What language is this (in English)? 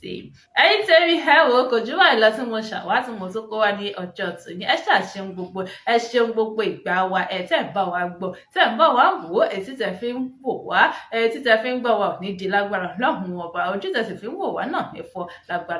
Yoruba